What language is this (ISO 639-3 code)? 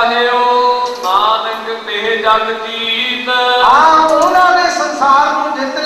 pan